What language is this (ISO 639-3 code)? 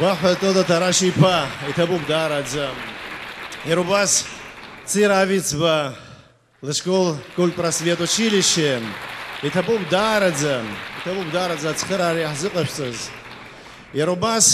abk